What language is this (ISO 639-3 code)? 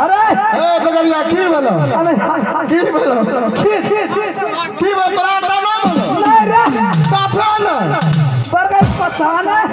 mai